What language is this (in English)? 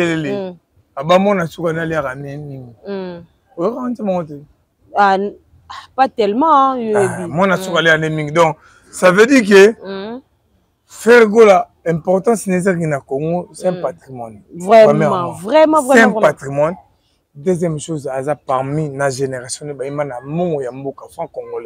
Lingala